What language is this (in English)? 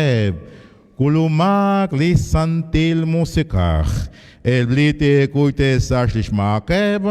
Kekchí